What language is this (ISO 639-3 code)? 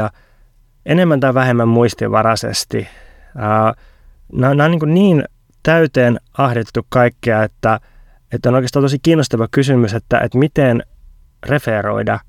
fin